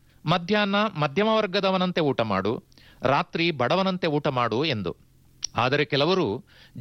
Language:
Kannada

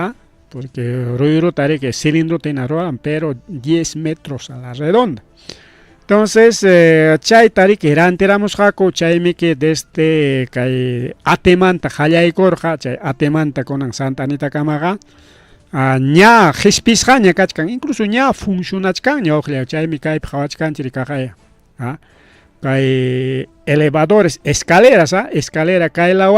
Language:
Ayacucho Quechua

